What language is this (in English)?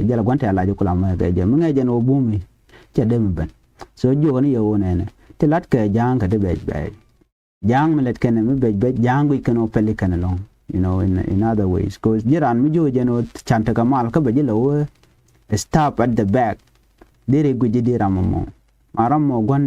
Nuer